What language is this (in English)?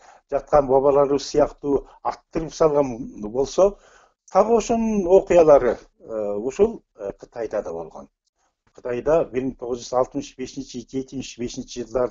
Kyrgyz